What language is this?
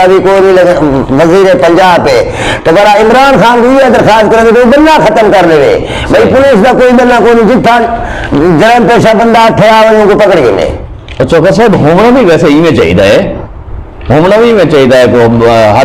Saraiki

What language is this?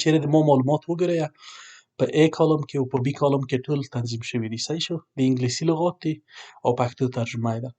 Pashto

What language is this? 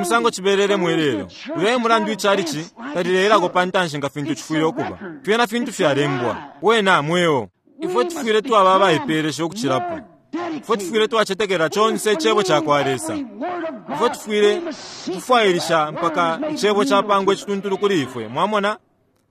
Bemba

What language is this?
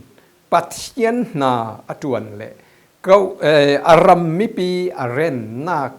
Falam Chin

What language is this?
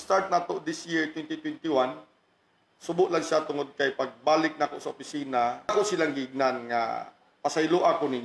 Cebuano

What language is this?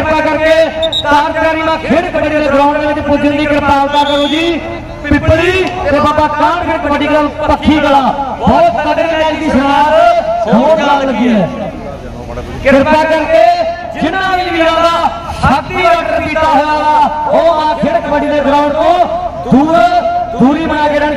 Punjabi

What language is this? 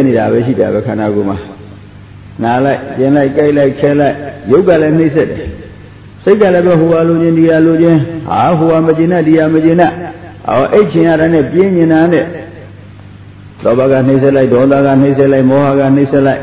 Burmese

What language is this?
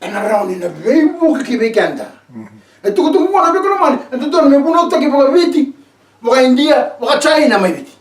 Fijian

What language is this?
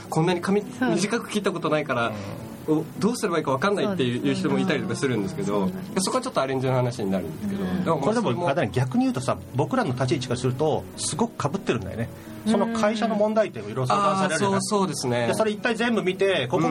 Japanese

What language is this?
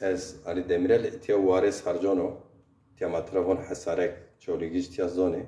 Zaza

